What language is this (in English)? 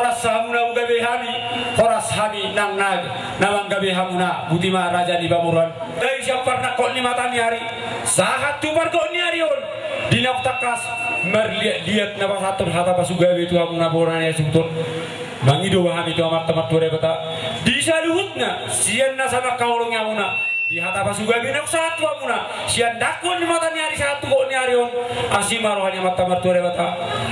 Batak Toba